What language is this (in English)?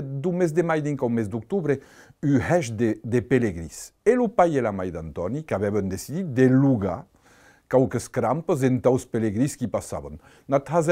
Occitan